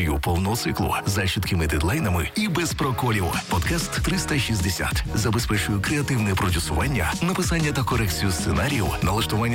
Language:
Ukrainian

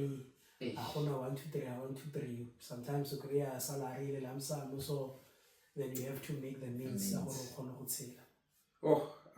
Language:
Tswana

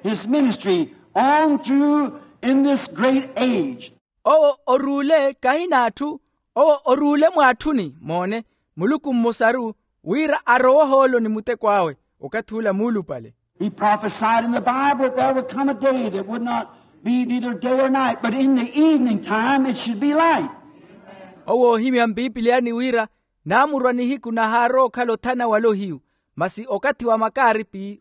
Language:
Makhuwa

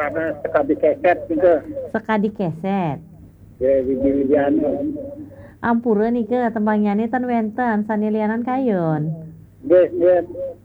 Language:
Balinese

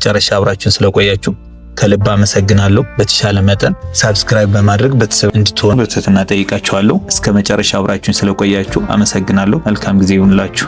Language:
Amharic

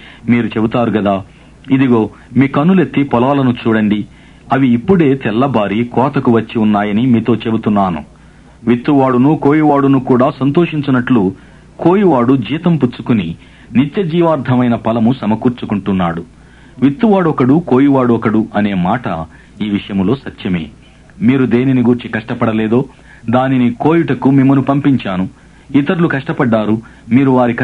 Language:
Telugu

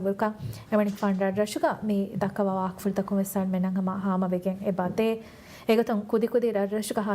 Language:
Divehi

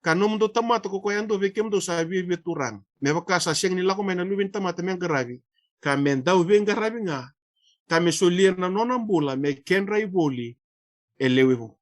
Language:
Fijian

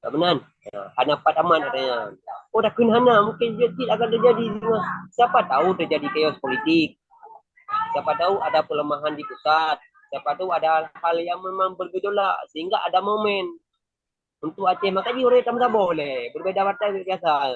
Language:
Achinese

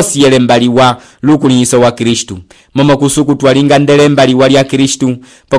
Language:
Umbundu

